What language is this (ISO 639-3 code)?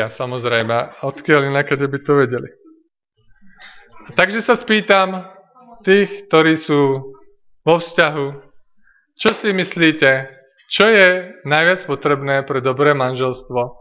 slk